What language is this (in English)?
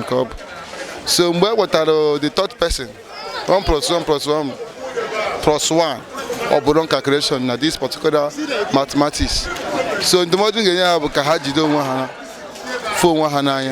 Igbo